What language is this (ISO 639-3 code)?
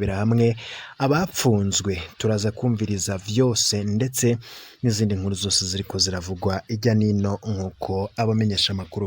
run